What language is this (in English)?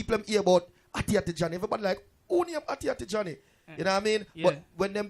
Jamaican Creole English